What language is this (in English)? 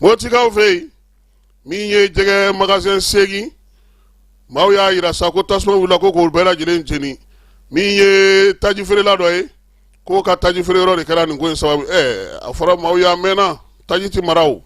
Bambara